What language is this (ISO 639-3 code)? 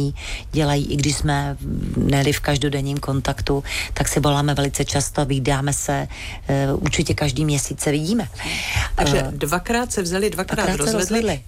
ces